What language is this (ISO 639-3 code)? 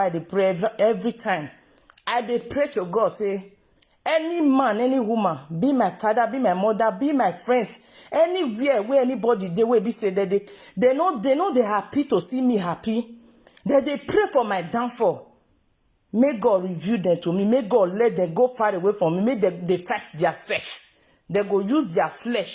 pcm